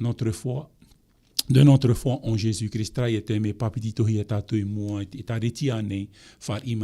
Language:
Tahitian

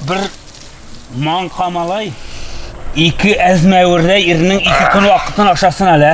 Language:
Tatar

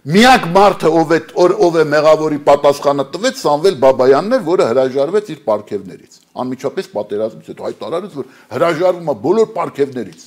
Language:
Armenian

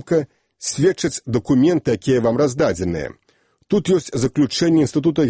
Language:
Belarusian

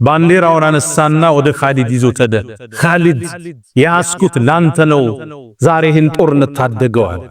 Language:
Amharic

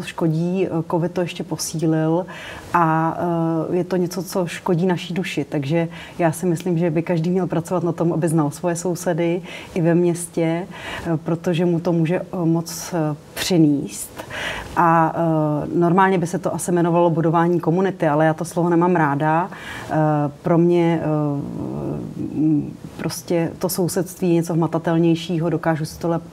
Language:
Czech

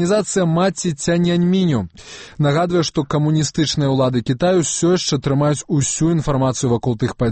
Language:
Belarusian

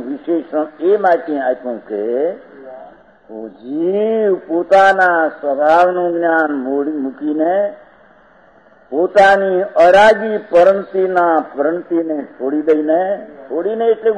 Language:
Gujarati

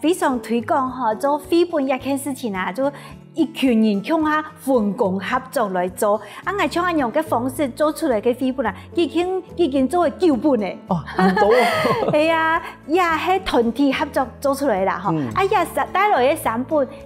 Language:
Hakka Chinese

